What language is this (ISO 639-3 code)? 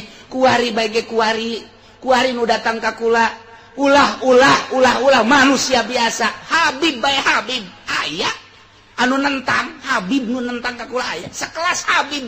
sun